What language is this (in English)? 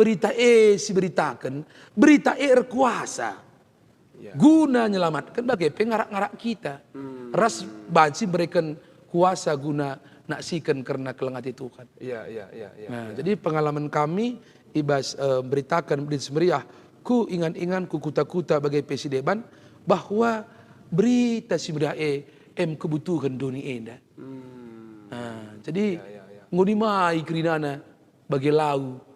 Batak Karo